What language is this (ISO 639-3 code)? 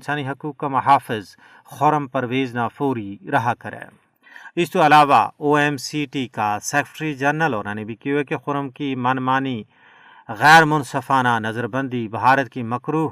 gju